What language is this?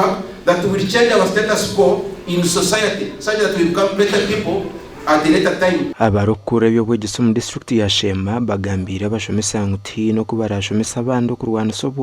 Nyankole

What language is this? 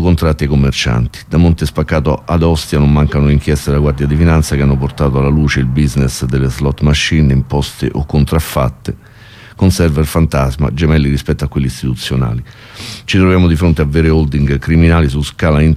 Italian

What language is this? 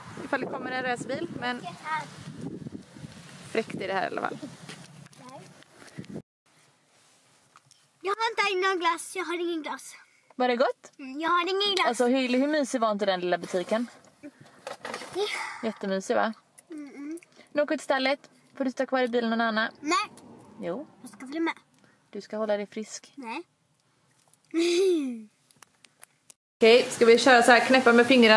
Swedish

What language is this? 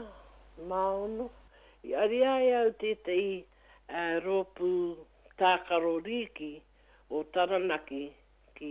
Māori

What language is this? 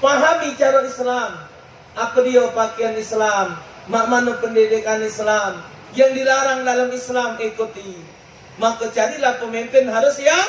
Musi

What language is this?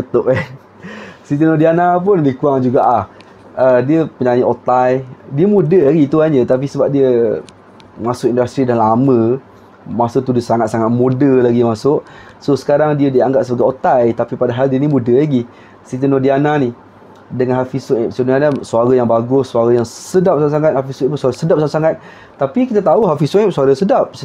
Malay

